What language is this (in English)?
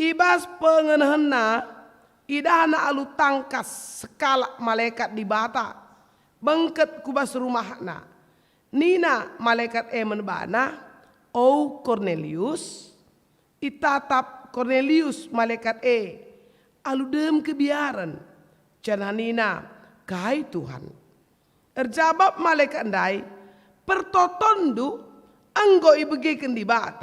Batak Karo